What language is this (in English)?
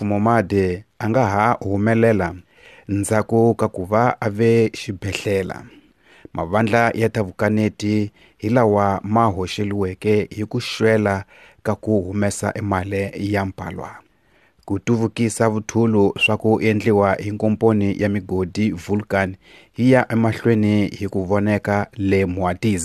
Tsonga